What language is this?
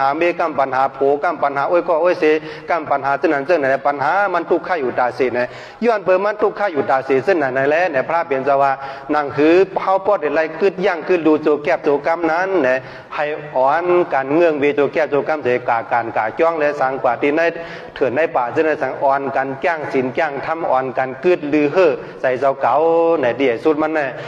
Shan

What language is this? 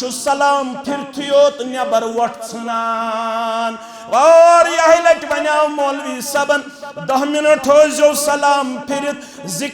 Kashmiri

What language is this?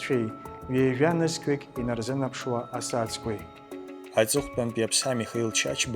Abkhazian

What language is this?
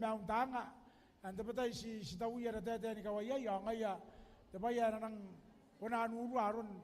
Gilbertese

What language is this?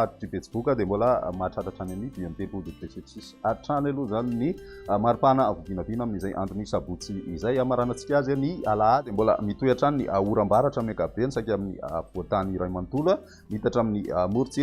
Malagasy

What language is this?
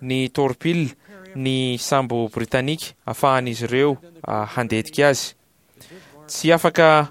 Malagasy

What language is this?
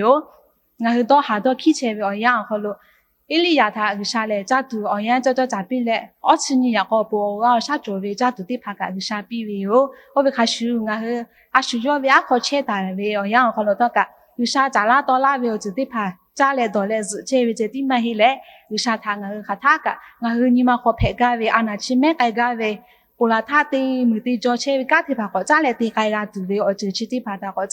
Lahu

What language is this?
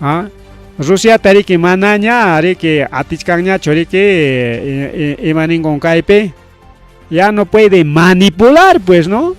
Ayacucho Quechua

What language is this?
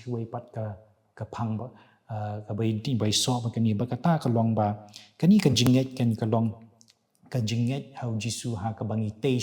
Khasi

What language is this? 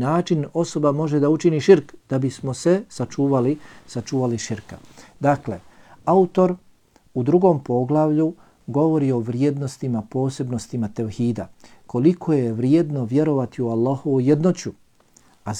Bosnian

